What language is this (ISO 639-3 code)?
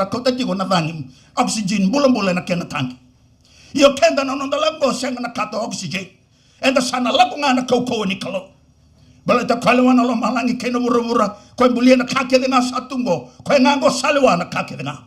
fij